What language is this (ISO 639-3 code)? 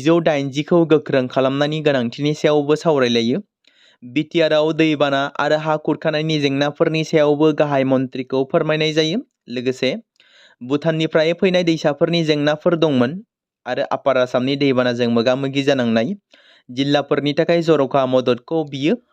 brx